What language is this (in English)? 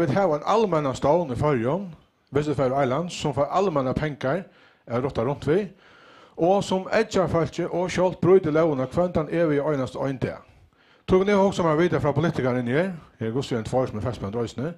Faroese